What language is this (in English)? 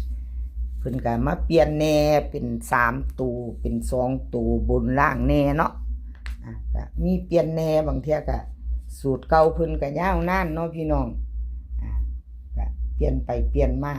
Northeastern Thai